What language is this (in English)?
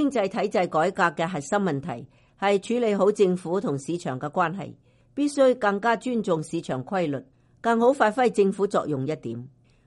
Cantonese